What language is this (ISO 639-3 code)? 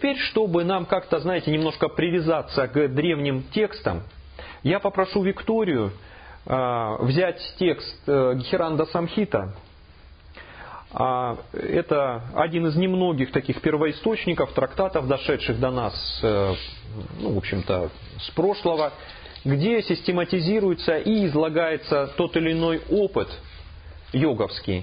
rus